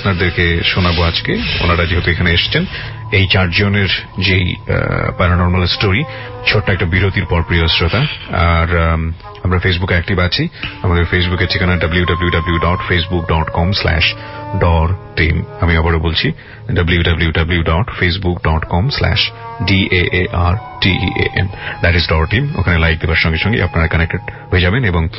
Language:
Bangla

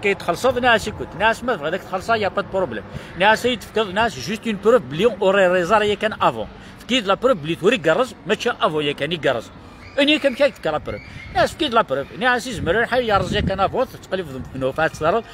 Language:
Kabyle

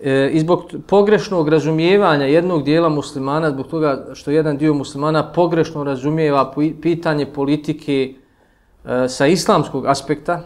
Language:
Bosnian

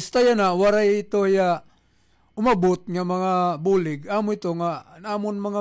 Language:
Waray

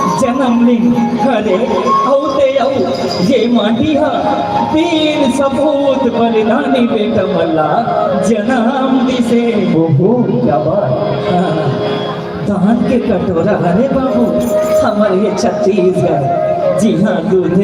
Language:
Chhattisgarhi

